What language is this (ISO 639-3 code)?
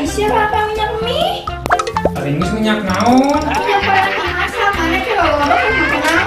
sun